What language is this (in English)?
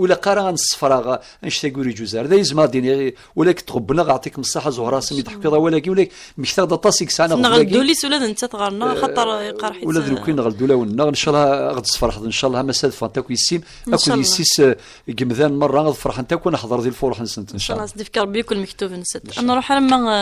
Kabyle